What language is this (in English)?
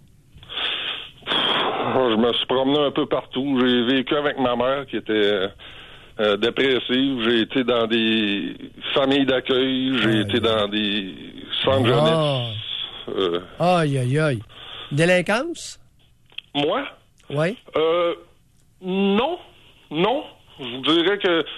French